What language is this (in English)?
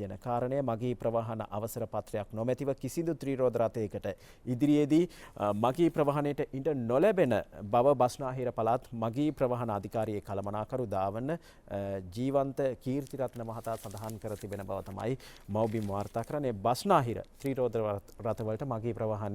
Sinhala